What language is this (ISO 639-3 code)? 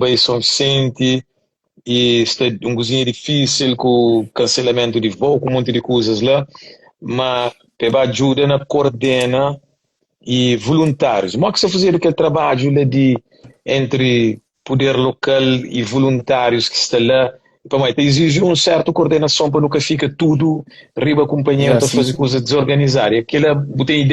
kea